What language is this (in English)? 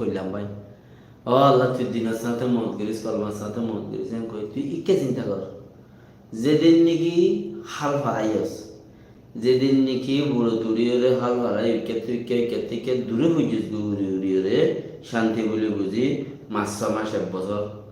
Rohingya